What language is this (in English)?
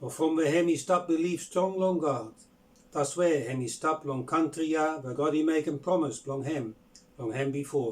Bislama